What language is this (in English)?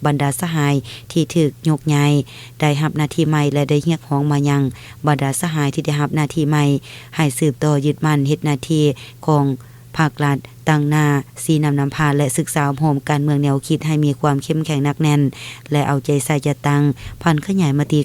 Lao